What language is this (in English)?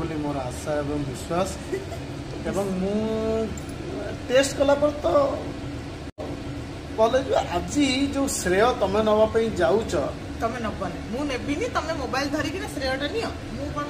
Odia